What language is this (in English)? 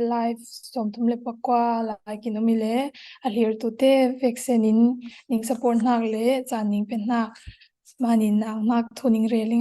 Falam Chin